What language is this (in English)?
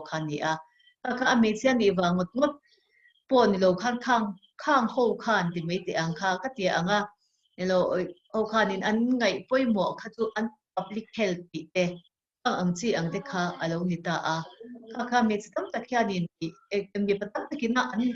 Mizo